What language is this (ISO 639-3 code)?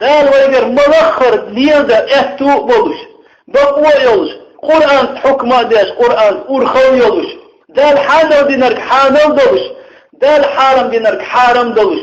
che